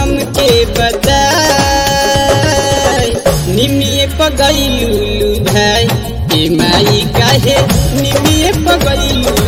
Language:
Bhojpuri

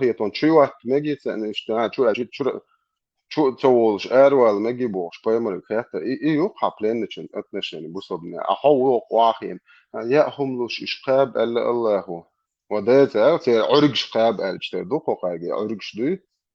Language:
Chechen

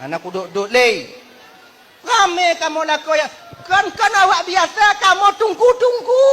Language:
Achinese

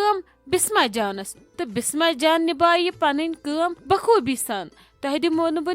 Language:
Kashmiri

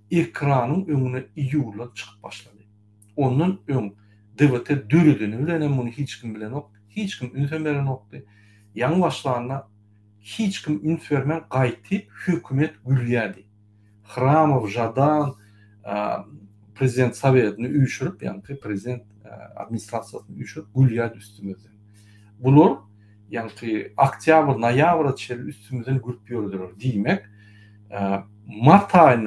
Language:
Turkmen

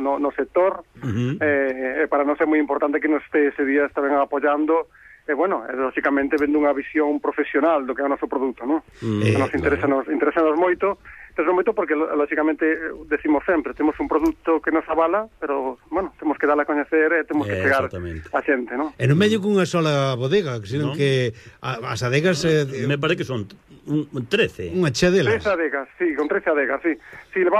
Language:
Galician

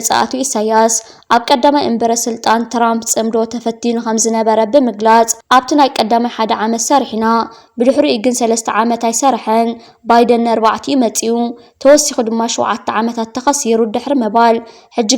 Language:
Tigrinya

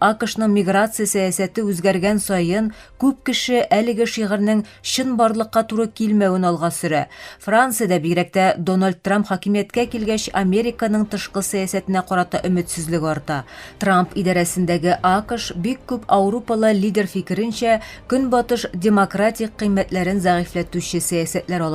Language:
Tatar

